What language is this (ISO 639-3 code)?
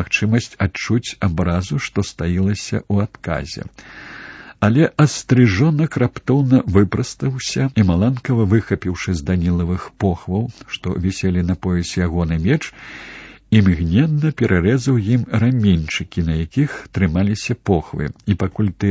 bel